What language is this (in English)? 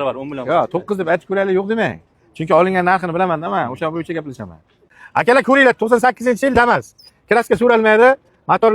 Uzbek